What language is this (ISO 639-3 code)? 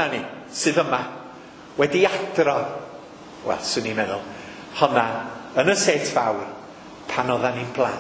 cym